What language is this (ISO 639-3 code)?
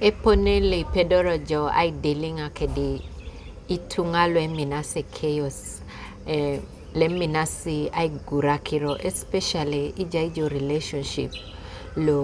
teo